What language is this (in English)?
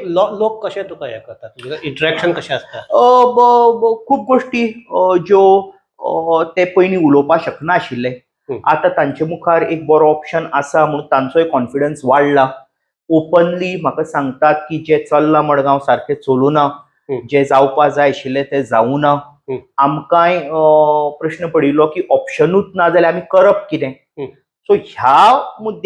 Konkani